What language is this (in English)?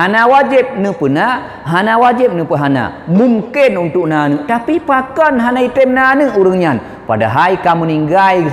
Achinese